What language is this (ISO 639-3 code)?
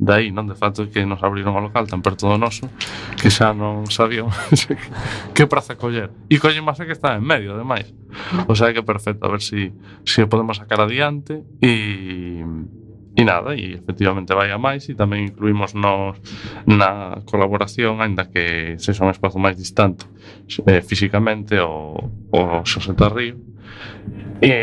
glg